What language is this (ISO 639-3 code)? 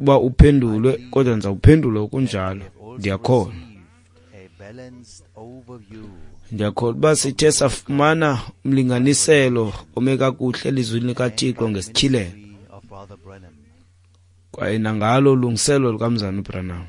xho